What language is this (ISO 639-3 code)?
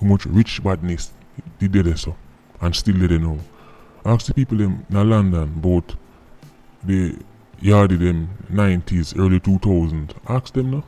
jam